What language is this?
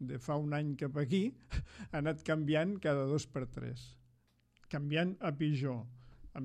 Catalan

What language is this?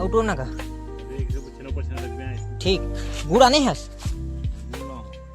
Chhattisgarhi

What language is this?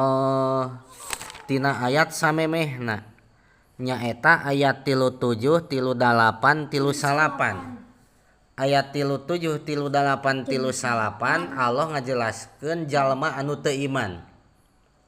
Sundanese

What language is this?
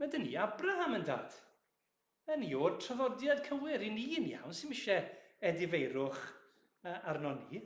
Welsh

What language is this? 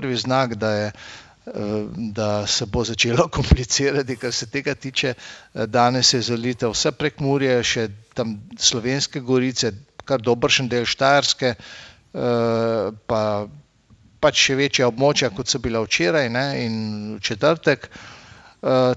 Slovenian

